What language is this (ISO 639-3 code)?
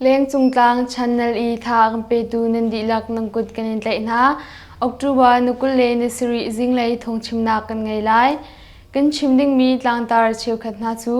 cnh